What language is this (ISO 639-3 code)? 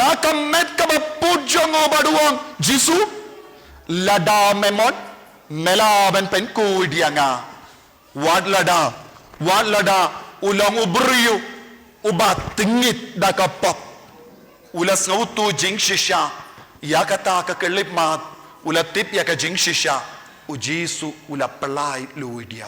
kha